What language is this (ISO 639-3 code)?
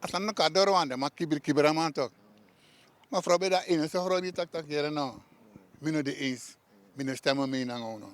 srn